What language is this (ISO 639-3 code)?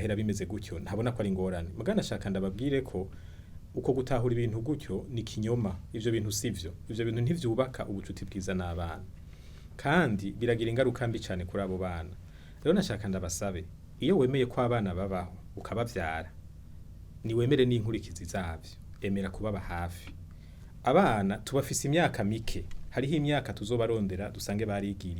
run